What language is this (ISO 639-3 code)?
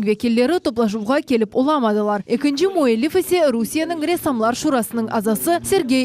crh